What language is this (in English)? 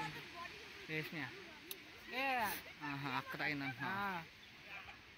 Telugu